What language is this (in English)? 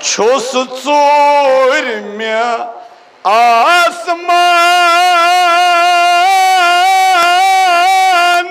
Kashmiri